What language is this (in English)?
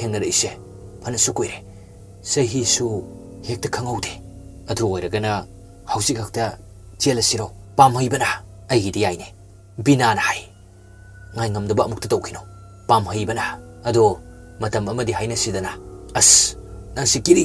Manipuri